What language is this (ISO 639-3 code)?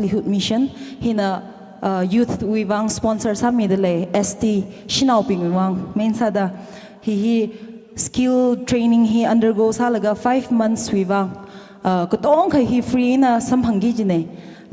nmf